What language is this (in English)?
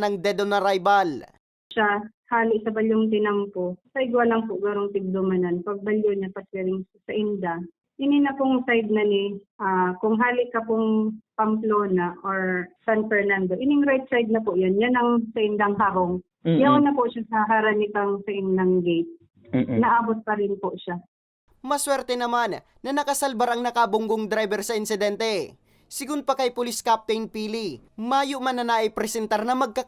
Bikol